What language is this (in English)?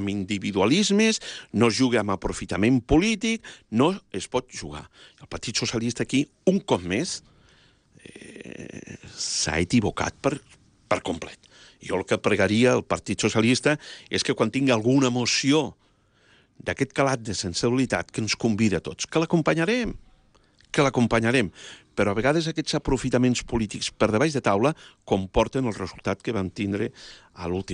Catalan